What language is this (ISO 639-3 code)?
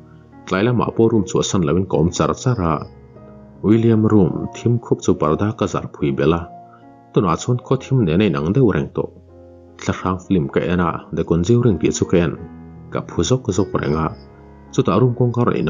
lus